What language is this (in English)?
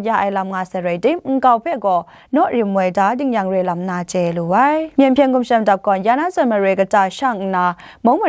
Kachin